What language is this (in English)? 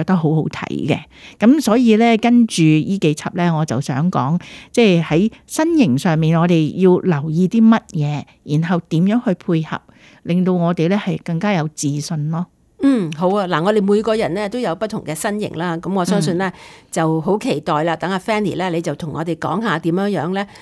Cantonese